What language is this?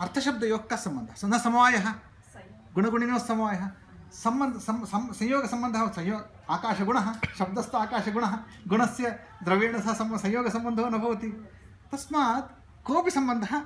Sanskrit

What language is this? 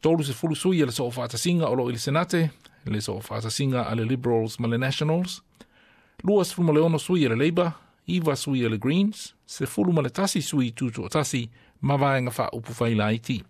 Samoan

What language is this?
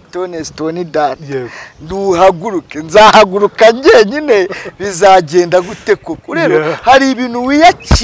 Kinyarwanda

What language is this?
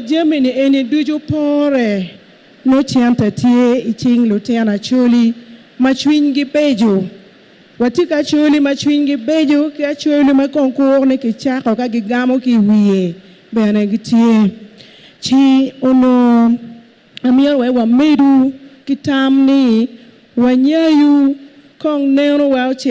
Acoli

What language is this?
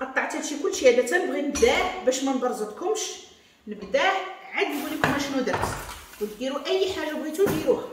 Moroccan Arabic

